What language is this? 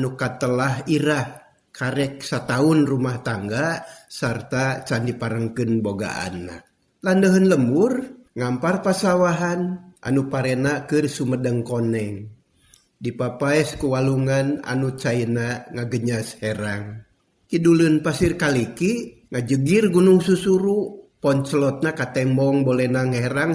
Sundanese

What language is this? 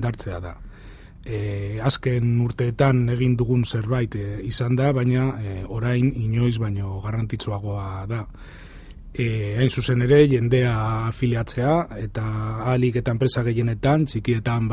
Basque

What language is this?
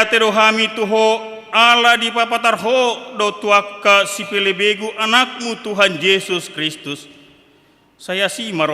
Batak Toba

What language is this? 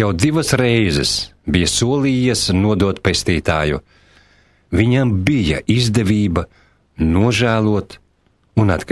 Latvian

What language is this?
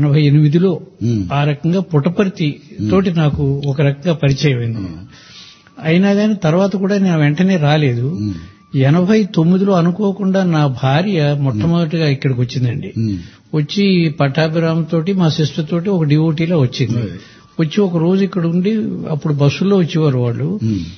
Telugu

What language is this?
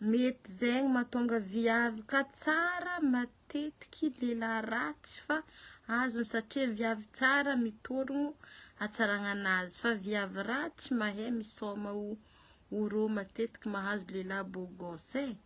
Malagasy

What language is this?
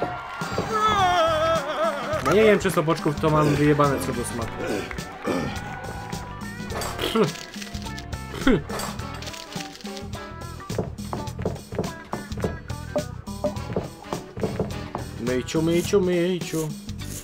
Polish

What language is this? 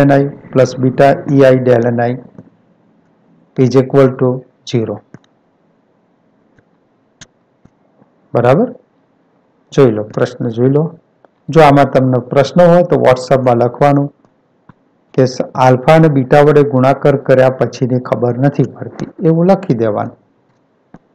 Gujarati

